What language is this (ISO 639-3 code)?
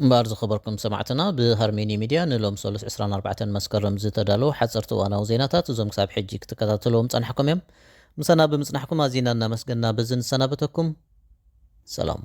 tir